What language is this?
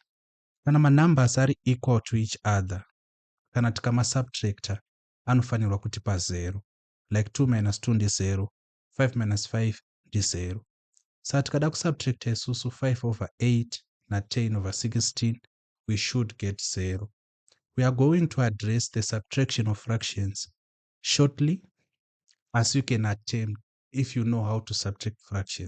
Shona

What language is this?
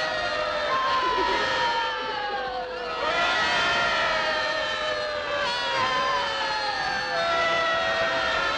Russian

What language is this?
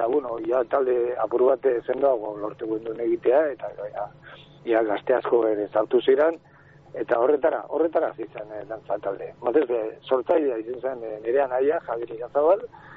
Basque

